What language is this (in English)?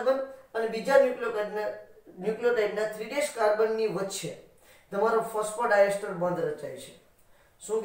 Gujarati